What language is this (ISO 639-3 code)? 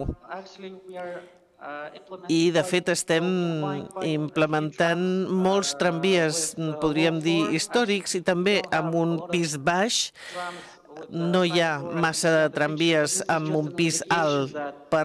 cat